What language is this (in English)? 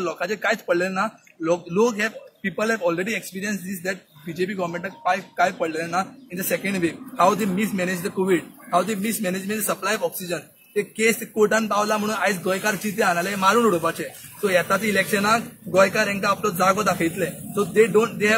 Konkani